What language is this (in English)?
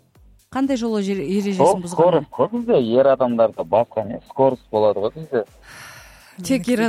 Kazakh